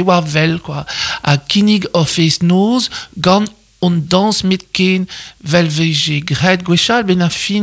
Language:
Breton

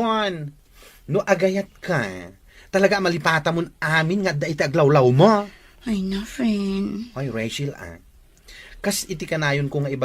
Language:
Iloko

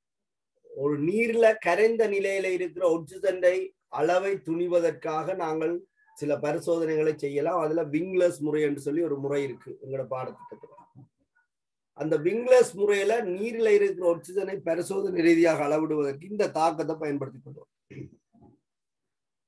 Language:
Tamil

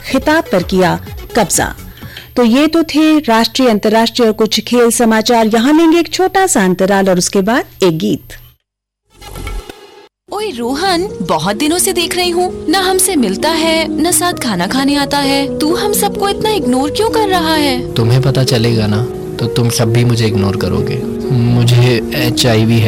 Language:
Hindi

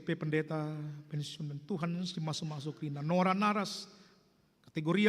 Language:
Batak Karo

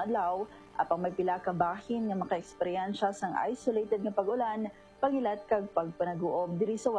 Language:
Hiligaynon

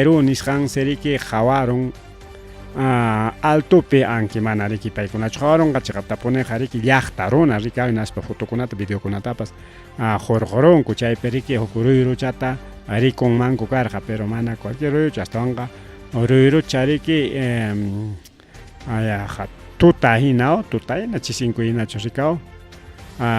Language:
Ayacucho Quechua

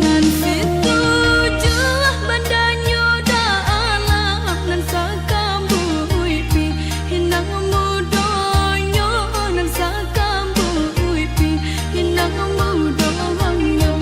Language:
Minangkabau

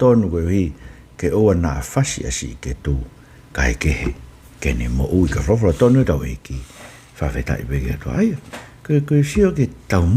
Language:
Tongan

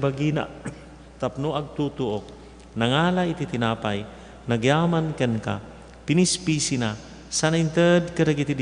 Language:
Iloko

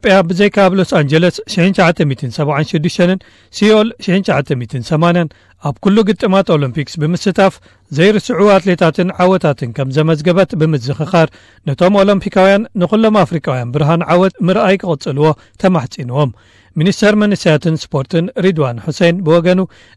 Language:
Tigrinya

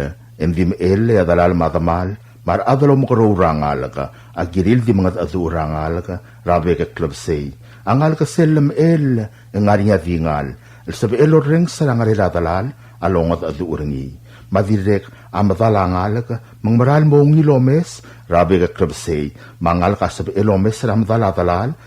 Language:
Palauan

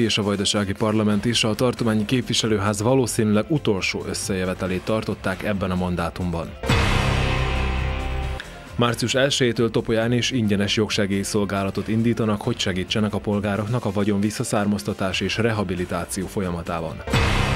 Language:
Hungarian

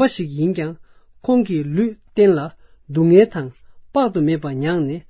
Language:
Tibetan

